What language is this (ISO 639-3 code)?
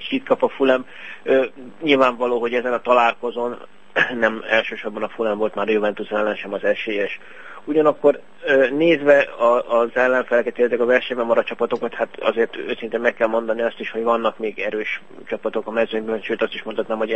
hun